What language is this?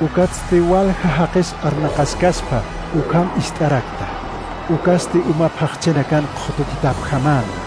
Aymara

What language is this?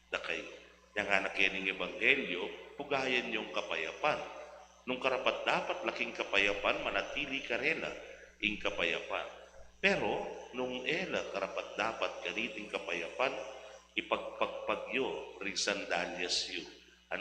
Pampanga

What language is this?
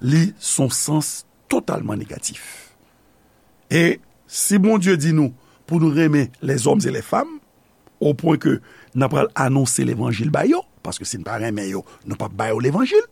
Haitian Creole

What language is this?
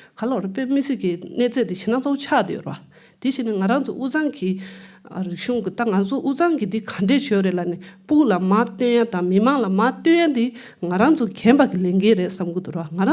Tibetan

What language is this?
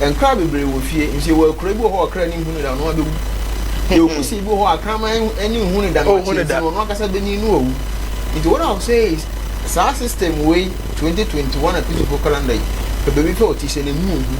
Akan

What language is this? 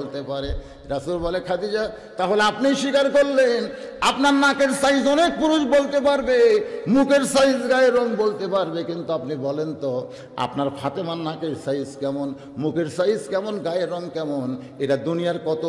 Bangla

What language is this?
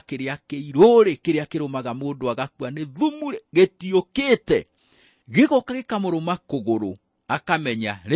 Kikuyu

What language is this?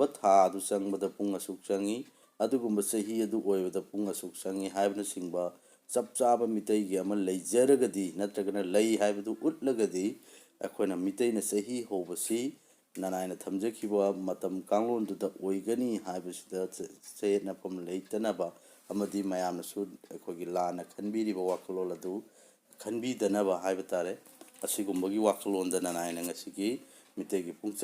Manipuri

